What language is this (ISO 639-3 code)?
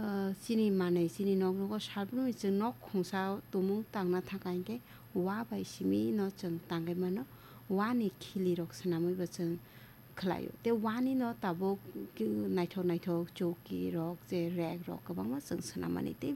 trp